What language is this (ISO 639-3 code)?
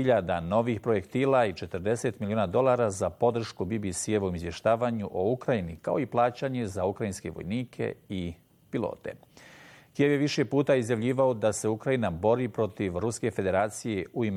bos